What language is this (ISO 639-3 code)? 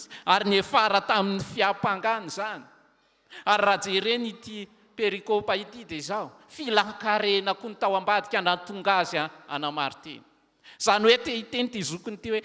mlg